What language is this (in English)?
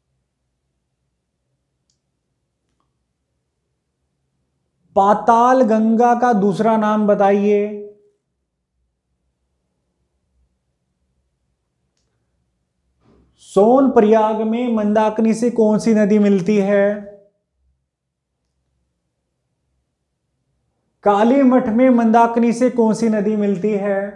Hindi